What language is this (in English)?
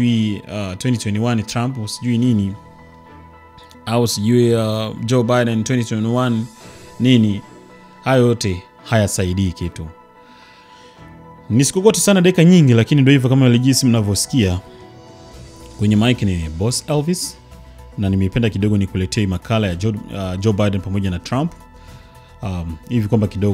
Swahili